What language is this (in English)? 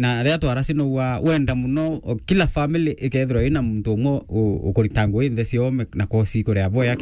Meru